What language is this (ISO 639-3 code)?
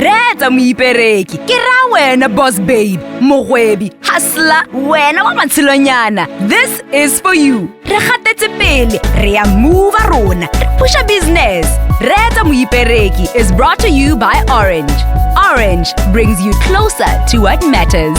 tsn